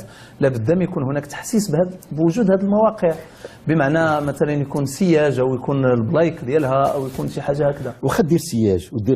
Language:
Moroccan Arabic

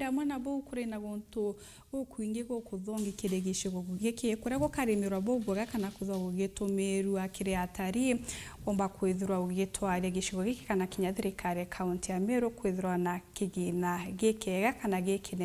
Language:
Meru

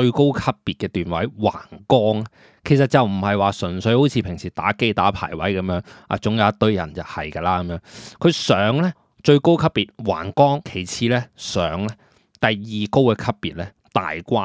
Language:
Cantonese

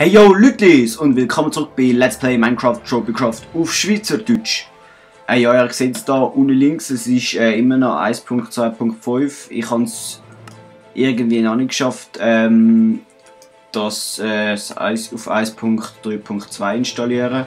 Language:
Swiss German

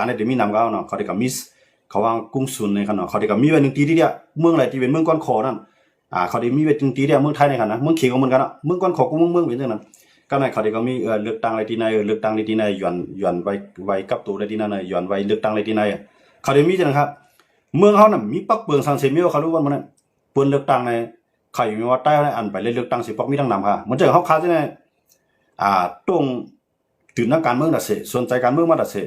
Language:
Shan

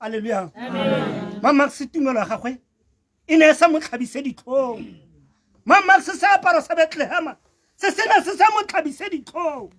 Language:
Tswana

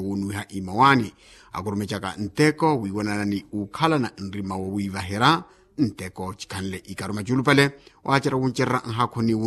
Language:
Makhuwa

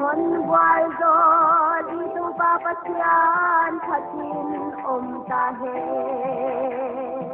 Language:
Paite Chin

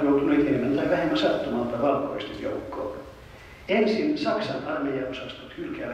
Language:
Finnish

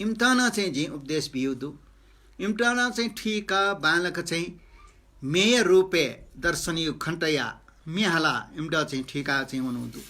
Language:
Newari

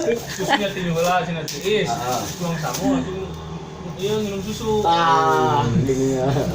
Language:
Sundanese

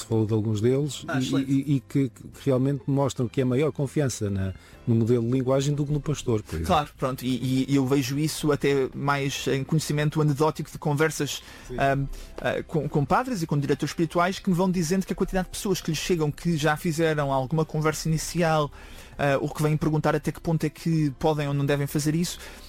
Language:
Portuguese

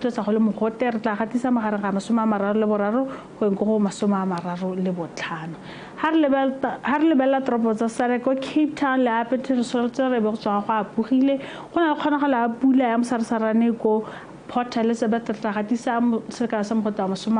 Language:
Tswana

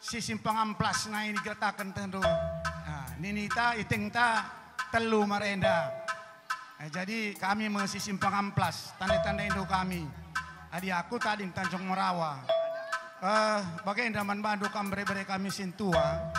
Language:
Batak Karo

